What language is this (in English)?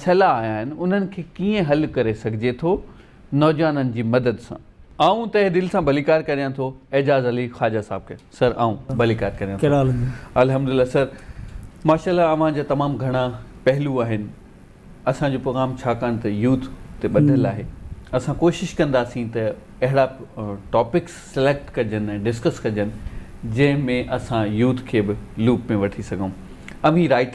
Sindhi